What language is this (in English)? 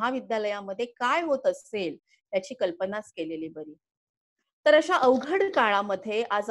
Marathi